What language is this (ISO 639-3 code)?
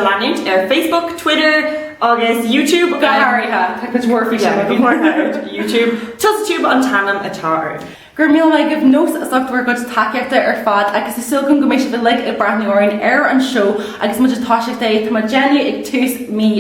gle